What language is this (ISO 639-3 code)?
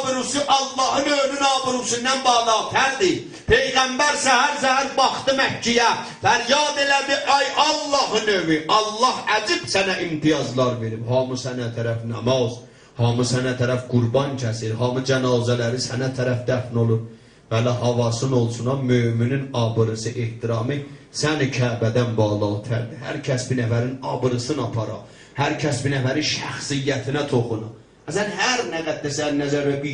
azb